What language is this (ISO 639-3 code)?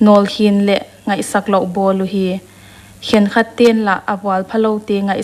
pck